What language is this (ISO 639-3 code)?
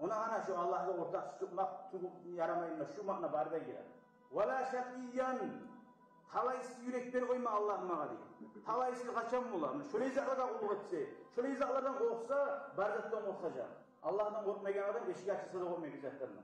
kum